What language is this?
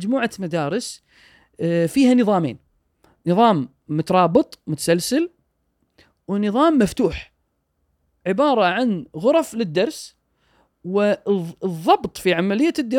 Gulf Arabic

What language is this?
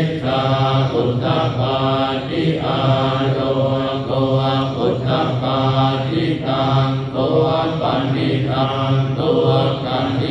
Pali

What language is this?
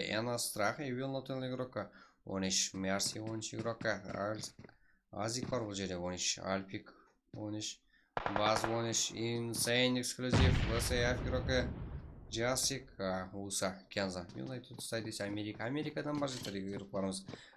Kara-Kalpak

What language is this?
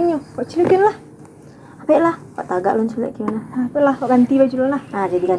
Minangkabau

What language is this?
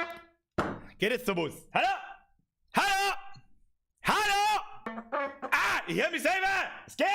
Bavarian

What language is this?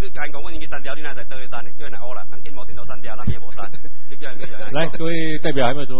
Chinese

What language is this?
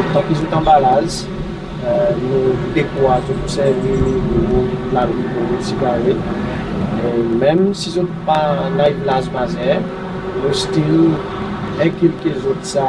Seselwa Creole French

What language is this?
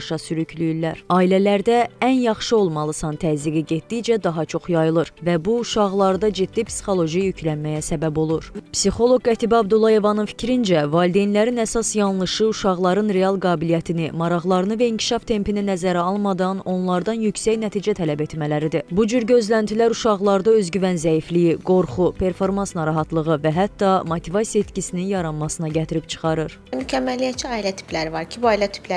Azerbaijani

